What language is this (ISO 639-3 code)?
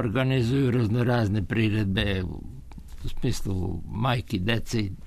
srp